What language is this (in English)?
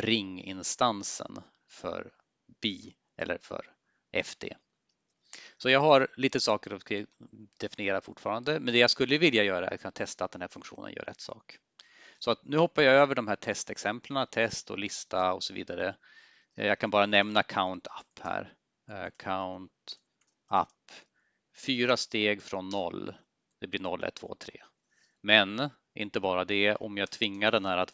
Swedish